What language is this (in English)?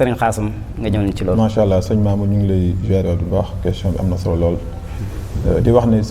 Wolof